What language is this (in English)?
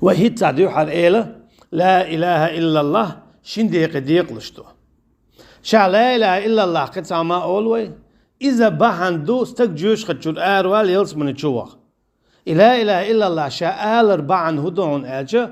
Chechen